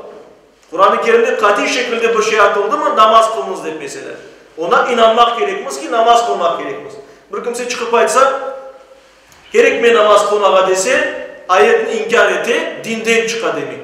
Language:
Crimean Tatar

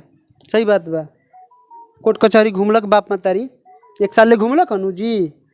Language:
Bhojpuri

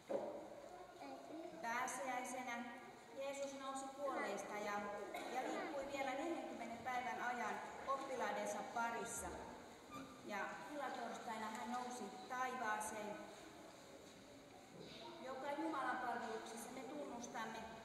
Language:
Finnish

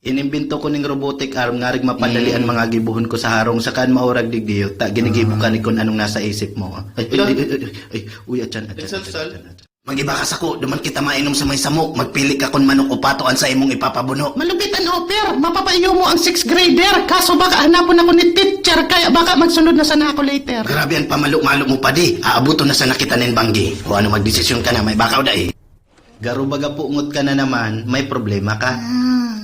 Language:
Bikol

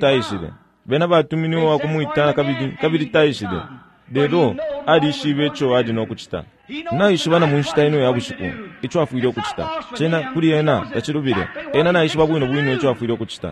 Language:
Bemba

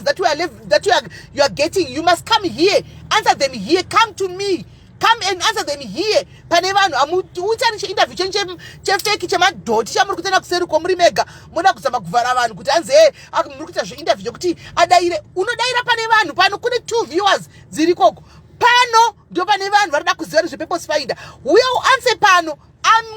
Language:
Shona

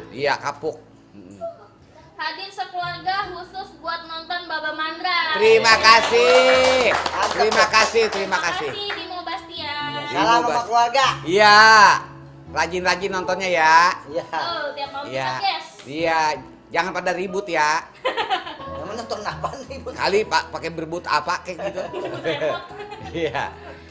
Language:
Betawi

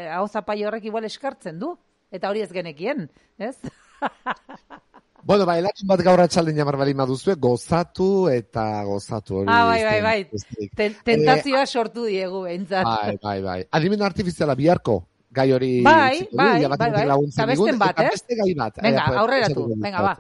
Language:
Basque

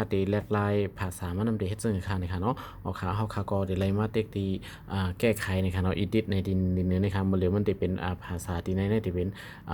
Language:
Shan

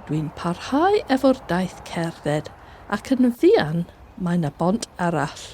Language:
Welsh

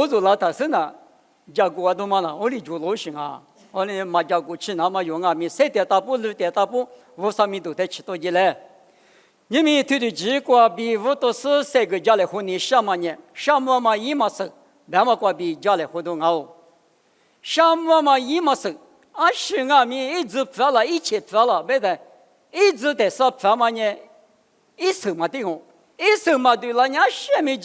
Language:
Lisu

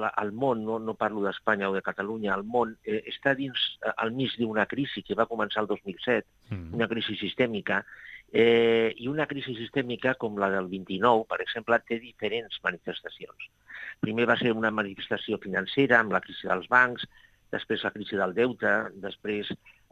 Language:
Catalan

